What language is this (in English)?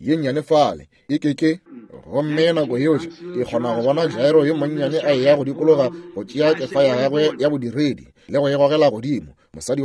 Northern Sotho